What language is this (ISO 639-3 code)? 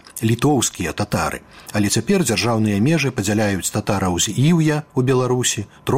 bel